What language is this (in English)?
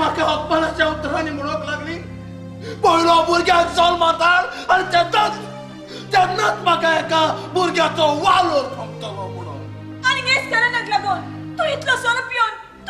Konkani